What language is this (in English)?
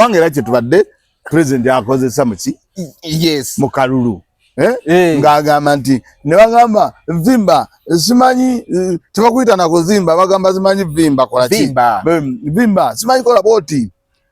Ganda